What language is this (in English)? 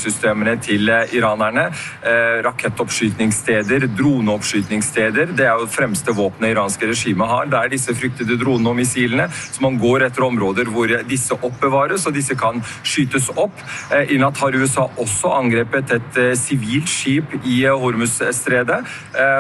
Norwegian